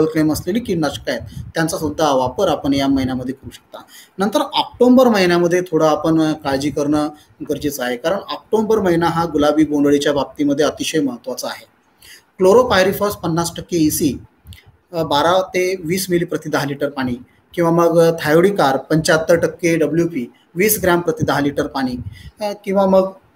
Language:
Marathi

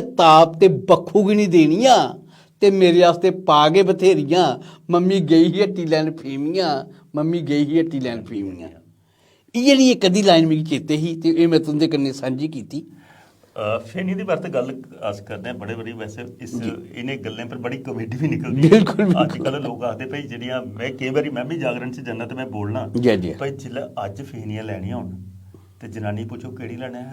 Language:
Dogri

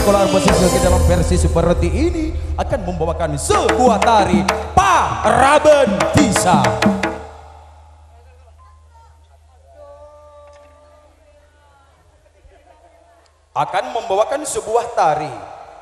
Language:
Indonesian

